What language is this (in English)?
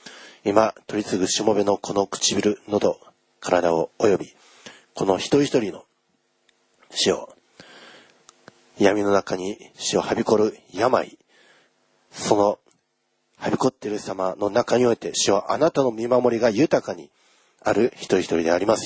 Japanese